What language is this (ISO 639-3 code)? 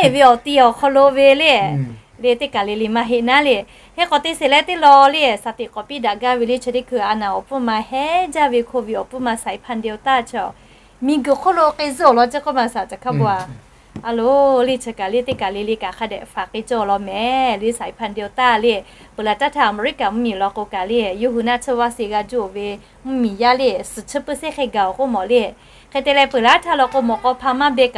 lhu